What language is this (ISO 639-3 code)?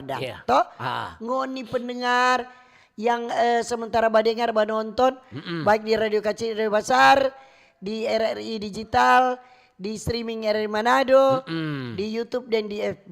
xmm